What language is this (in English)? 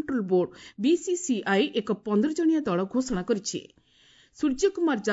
Odia